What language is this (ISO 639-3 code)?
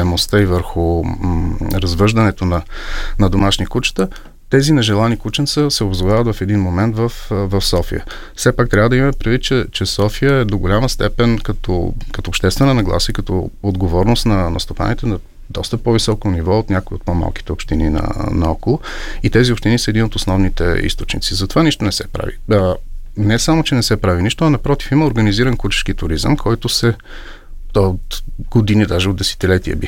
bul